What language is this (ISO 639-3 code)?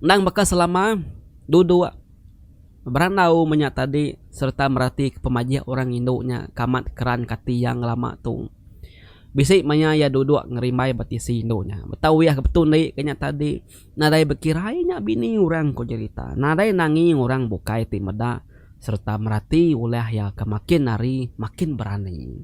iba